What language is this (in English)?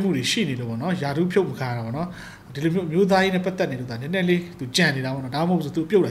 Burmese